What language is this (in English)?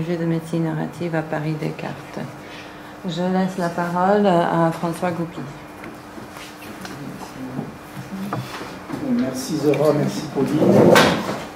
French